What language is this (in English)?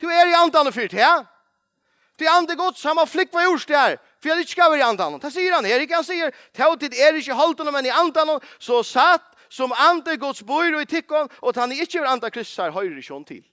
Faroese